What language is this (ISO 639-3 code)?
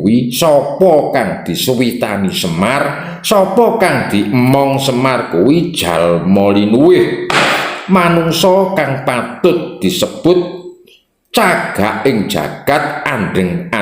jav